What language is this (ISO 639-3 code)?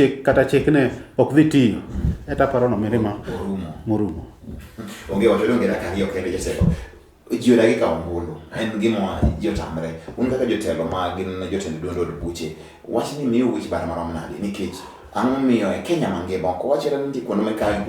luo